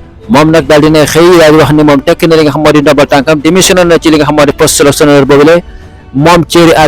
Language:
Wolof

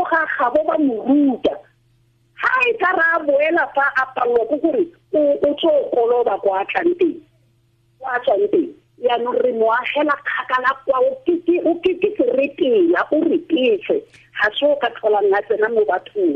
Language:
Tswana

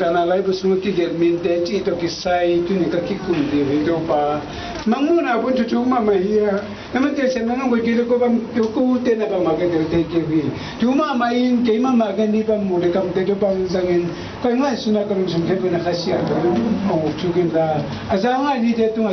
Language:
Tedim Chin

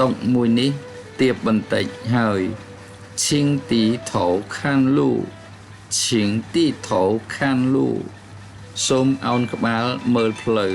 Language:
Khmer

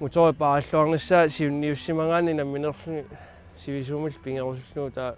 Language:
Kalaallisut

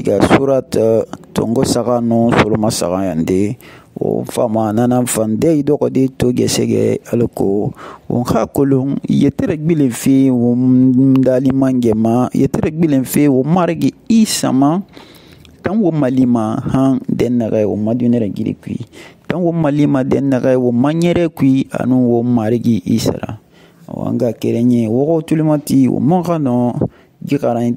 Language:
Susu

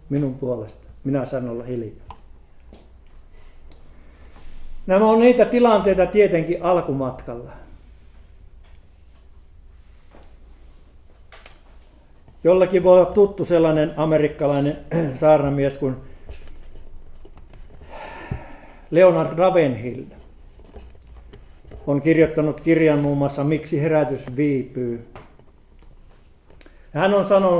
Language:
Finnish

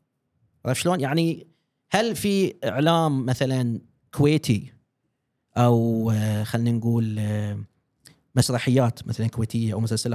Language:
Gulf Arabic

